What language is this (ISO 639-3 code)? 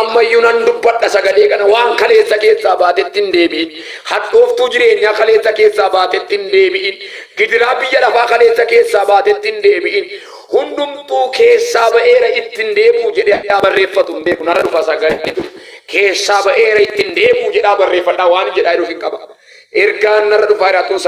orm